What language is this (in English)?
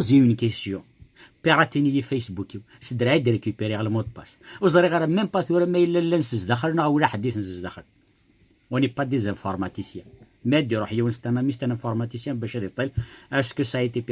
Kabyle